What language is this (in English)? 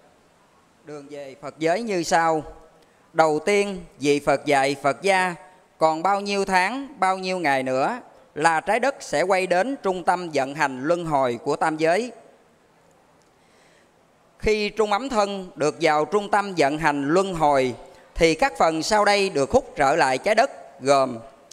Vietnamese